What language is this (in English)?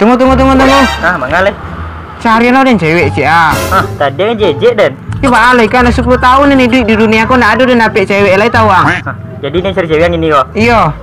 Minangkabau